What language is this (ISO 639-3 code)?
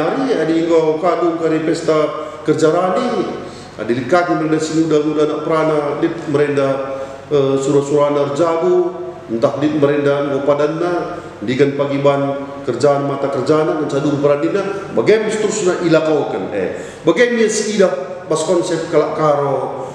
btx